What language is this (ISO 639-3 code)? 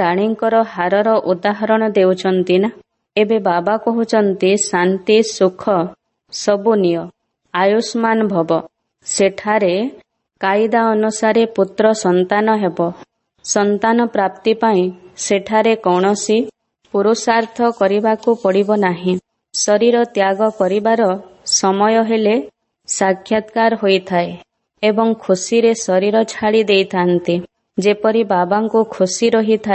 ori